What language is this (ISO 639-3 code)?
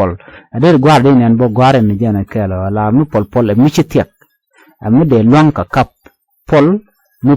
nus